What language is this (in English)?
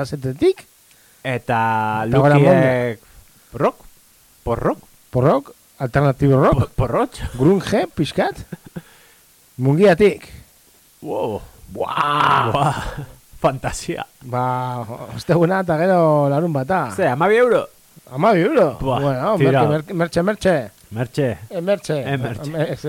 Basque